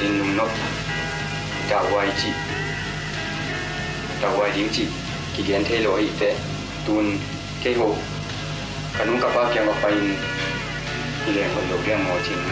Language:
Vietnamese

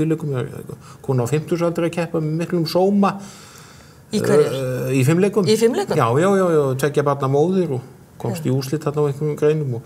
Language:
Icelandic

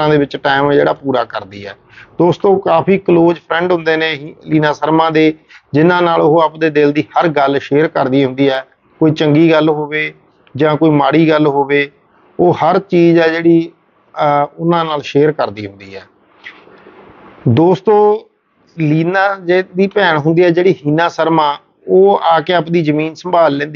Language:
Punjabi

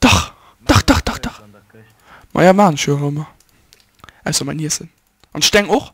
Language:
Luxembourgish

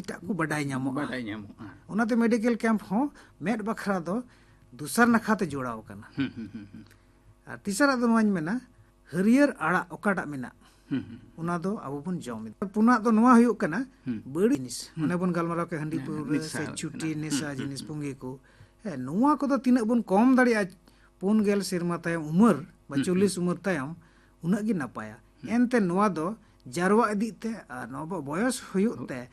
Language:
Santali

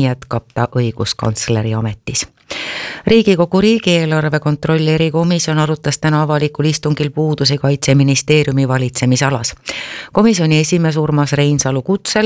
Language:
Estonian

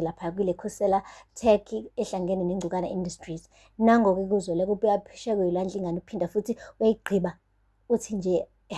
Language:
Zulu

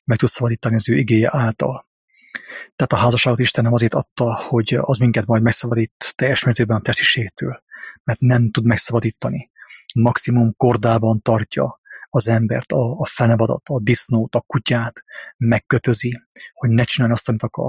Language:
Hungarian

